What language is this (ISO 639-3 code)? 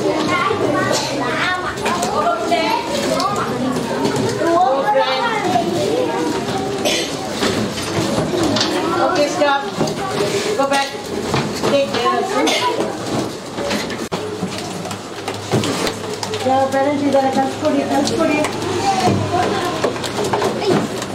kan